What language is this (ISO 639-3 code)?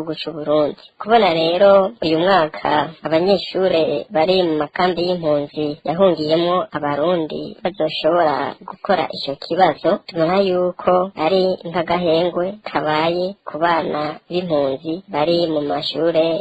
run